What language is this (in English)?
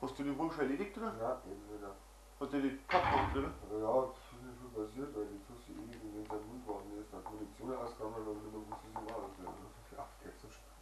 Bavarian